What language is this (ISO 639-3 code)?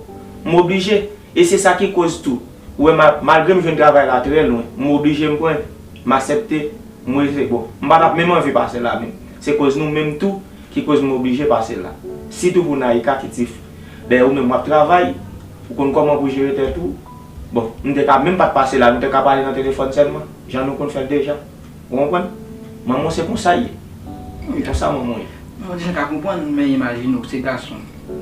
hat